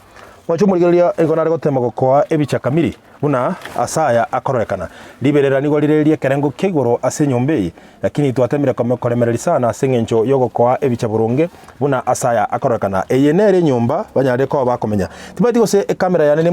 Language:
Gusii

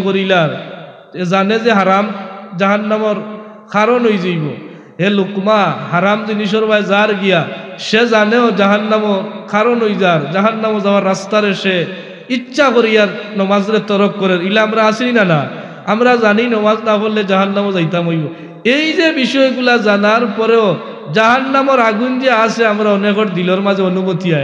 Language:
Sylheti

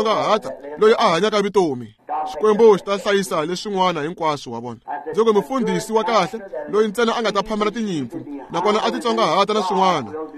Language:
Tsonga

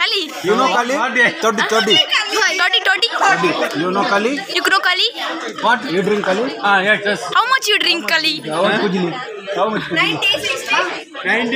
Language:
Tulu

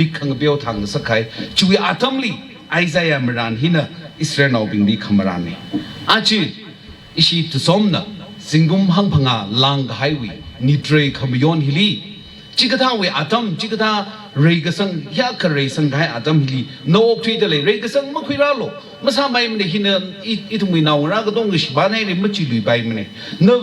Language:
Tangkhul Naga (India)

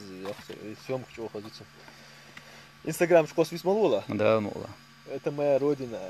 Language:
Chechen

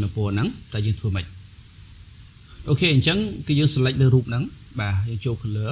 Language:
Khmer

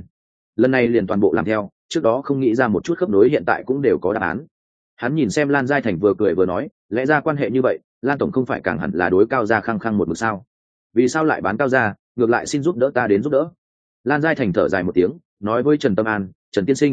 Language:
Vietnamese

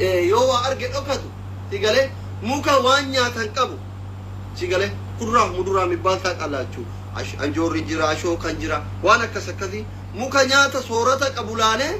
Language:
Oromo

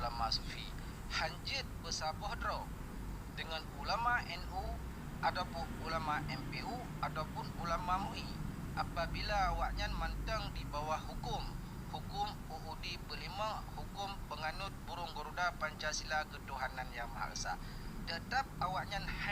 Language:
Achinese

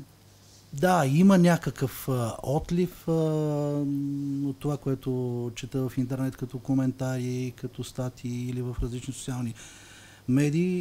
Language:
Bulgarian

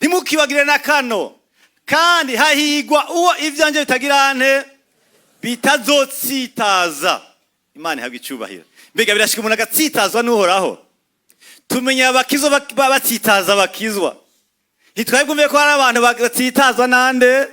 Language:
Rundi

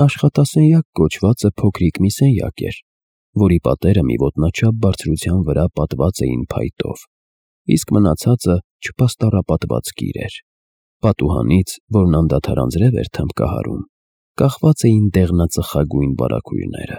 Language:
Armenian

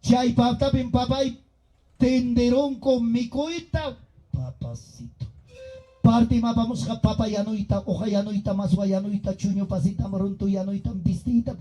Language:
Ayacucho Quechua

